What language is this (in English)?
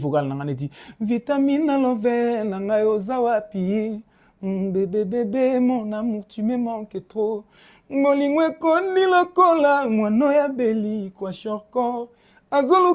Lingala